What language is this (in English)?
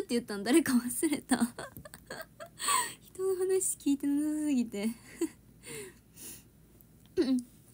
Japanese